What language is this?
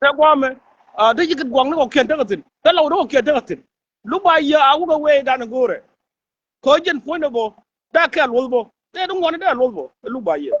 Nuer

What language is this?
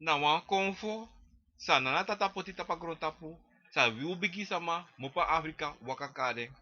Sranan Tongo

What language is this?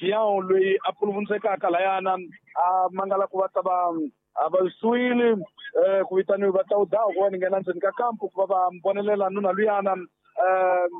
Tsonga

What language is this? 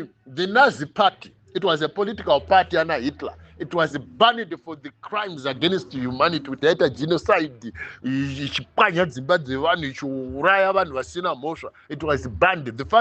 Shona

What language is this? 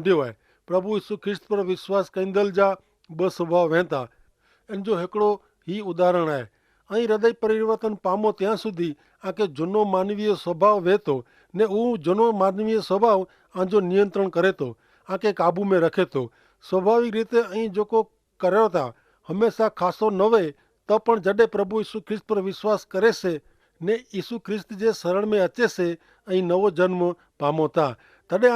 Kachhi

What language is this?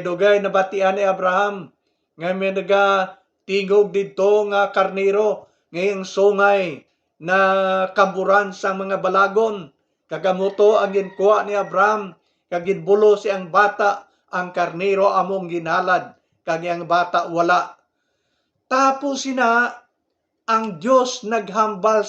Hiligaynon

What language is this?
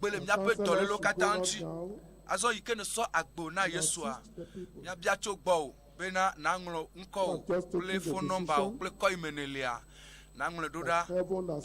Ewe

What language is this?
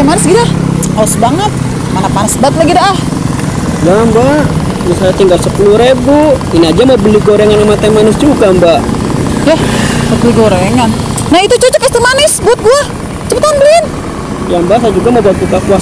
Betawi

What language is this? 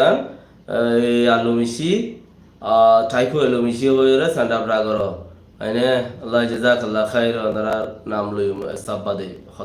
Rohingya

